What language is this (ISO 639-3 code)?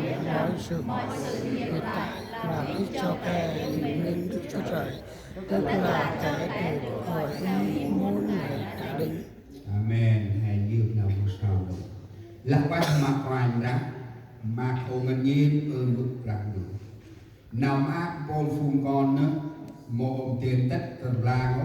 cmo